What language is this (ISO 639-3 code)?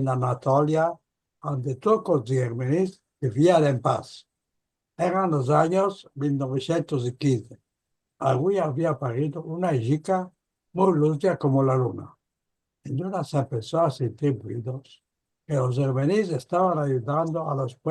lad